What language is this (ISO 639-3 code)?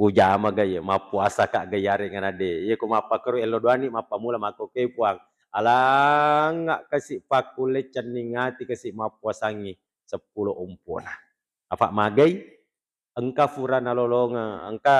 bug